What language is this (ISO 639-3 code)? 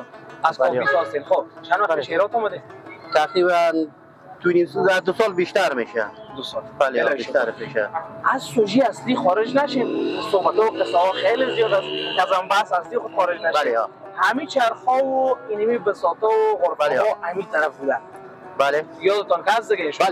fas